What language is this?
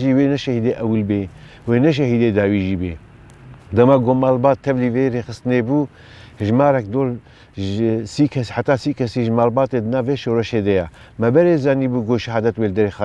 Kurdish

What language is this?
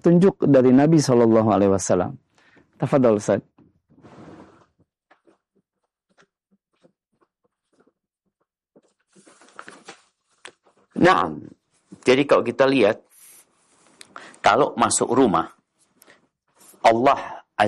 Indonesian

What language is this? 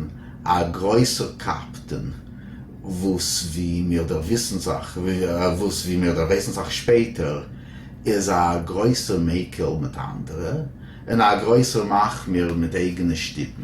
Yiddish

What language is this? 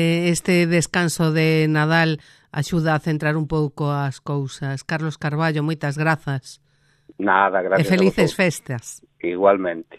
Galician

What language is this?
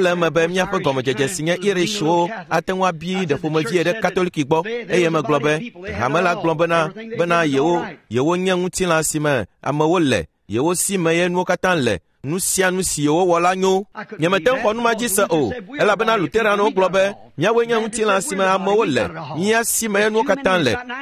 Ewe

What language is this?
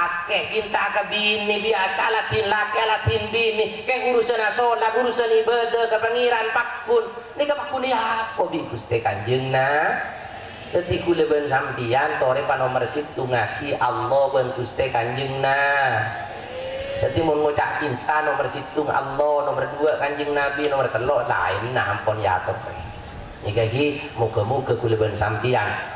Madurese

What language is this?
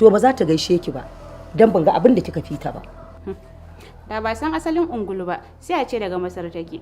Hausa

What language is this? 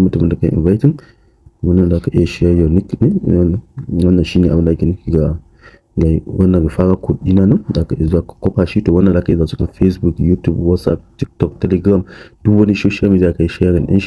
Hausa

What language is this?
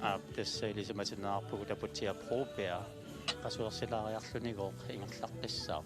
Kalaallisut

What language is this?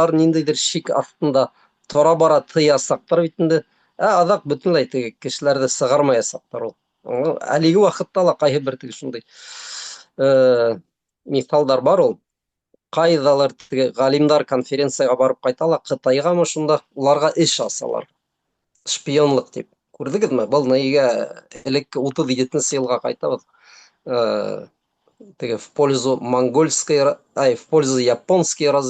Bashkir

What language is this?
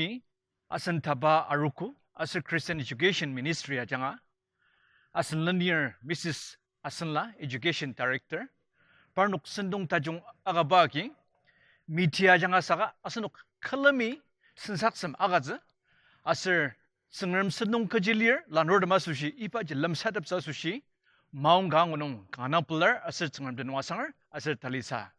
Ao Naga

